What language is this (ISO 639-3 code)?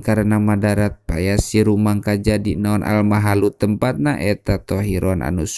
sun